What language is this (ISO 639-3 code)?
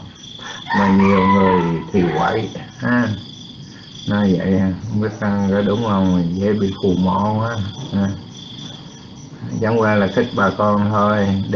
vie